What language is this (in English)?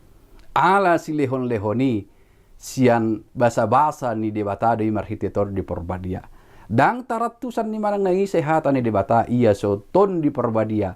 Batak Toba